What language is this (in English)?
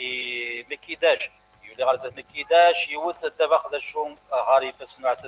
Kabyle